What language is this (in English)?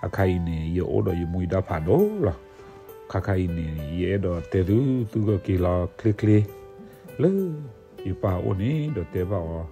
S'gaw Karen